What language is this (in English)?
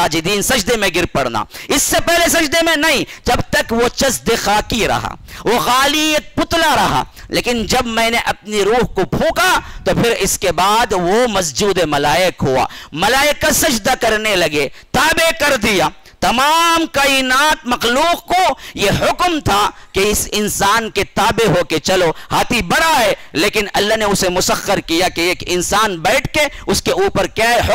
Urdu